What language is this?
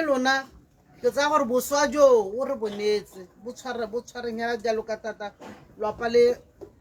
Tswana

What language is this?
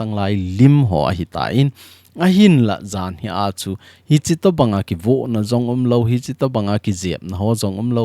Thado Chin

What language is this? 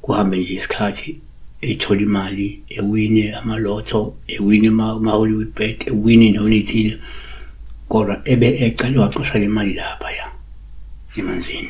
Zulu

